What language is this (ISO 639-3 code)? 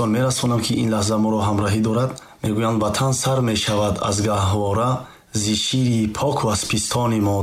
tgk